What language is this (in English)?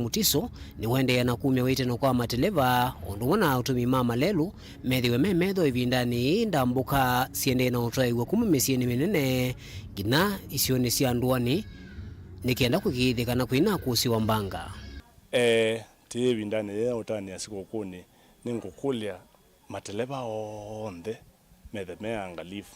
Kamba